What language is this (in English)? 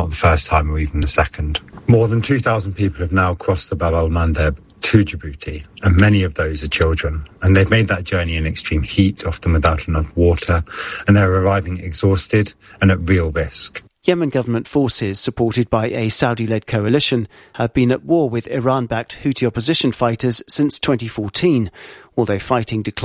English